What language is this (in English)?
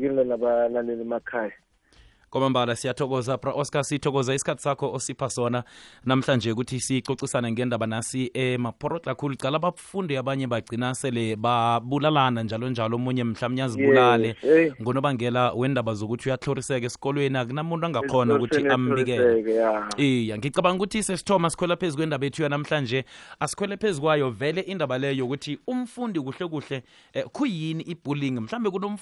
South Ndebele